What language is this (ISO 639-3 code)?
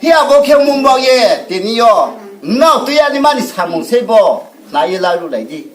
ria